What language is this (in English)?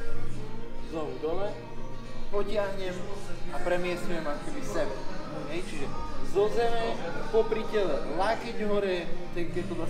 Slovak